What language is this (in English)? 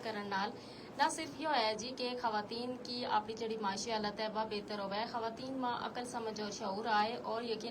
Gujari